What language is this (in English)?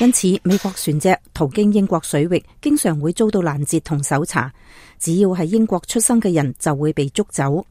Cantonese